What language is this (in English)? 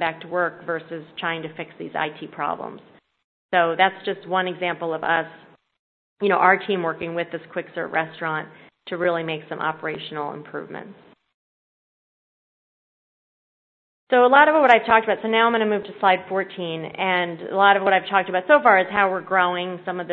English